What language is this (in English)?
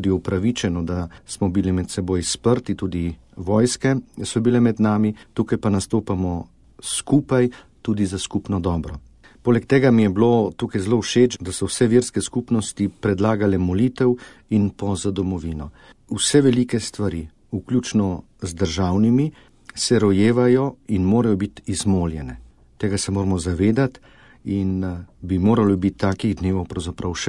Slovenian